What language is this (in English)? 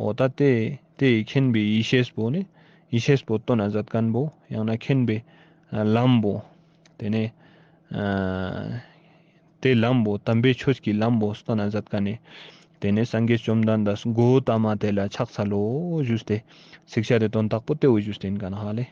Ladakhi